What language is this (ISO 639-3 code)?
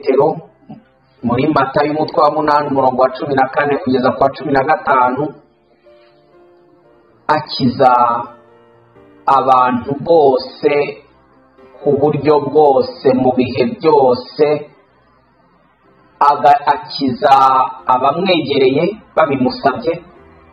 kin